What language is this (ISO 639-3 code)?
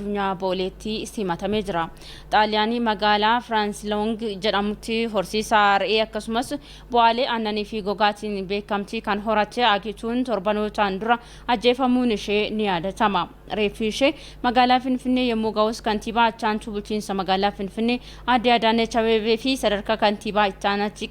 orm